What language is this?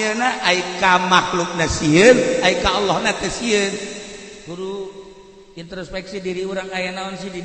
Sundanese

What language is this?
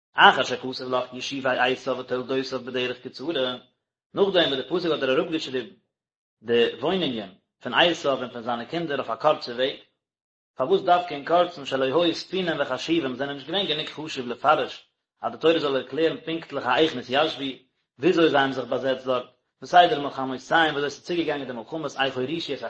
Yiddish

